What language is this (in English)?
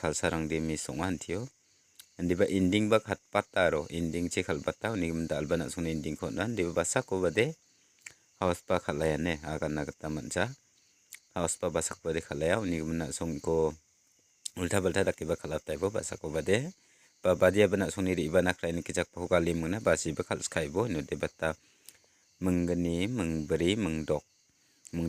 Garo